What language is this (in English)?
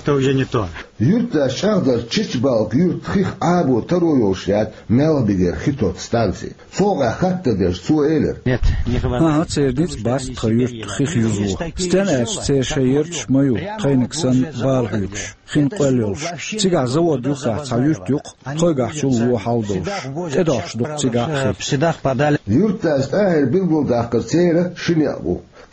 Chechen